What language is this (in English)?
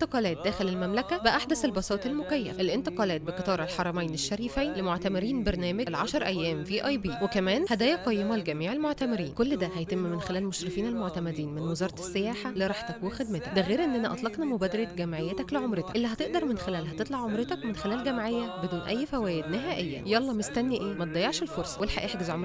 Egyptian Arabic